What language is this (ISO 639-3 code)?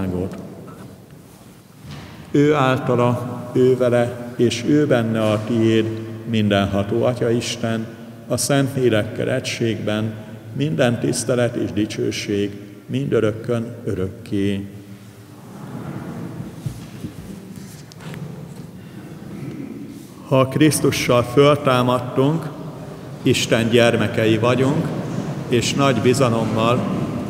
hun